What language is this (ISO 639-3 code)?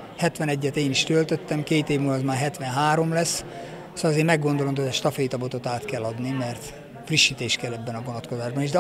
hun